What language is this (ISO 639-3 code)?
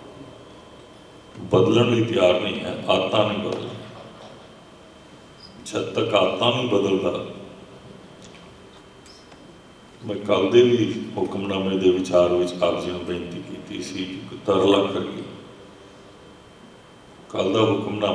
pan